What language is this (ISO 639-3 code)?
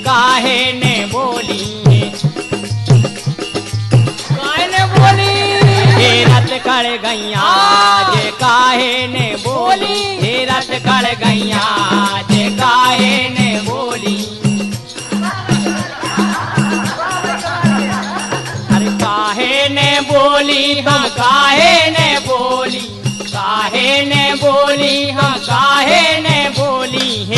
bns